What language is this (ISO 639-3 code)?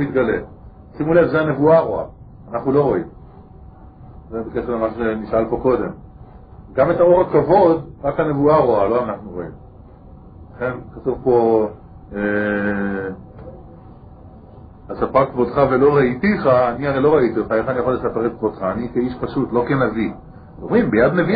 heb